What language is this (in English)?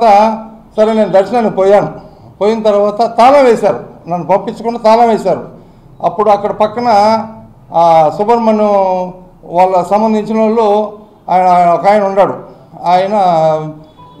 Telugu